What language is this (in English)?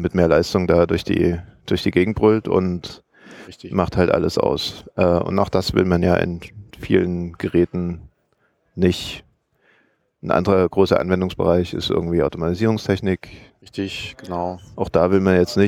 German